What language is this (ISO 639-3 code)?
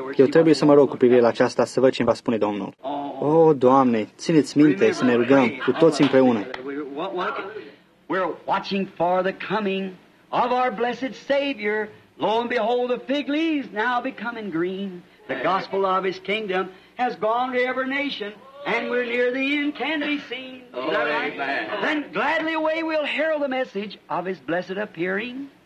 ron